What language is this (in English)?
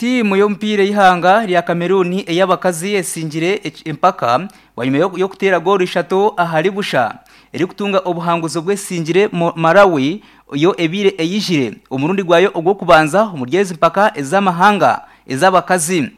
Nyankole